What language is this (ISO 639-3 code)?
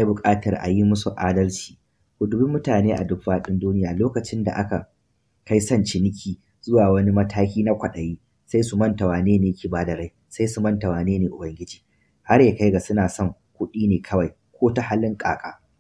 hau